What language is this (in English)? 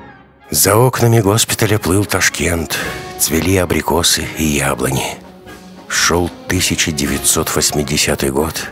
Russian